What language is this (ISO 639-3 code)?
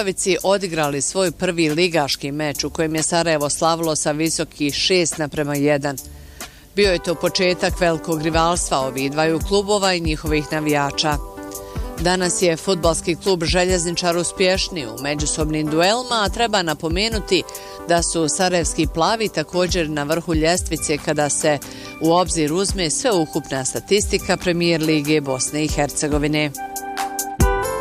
bos